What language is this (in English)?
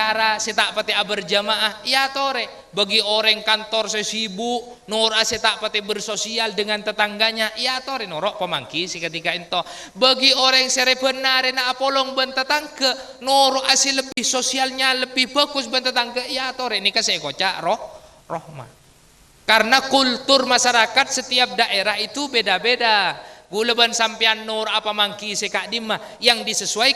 Madurese